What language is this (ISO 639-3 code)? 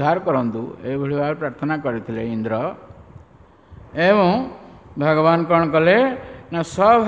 ori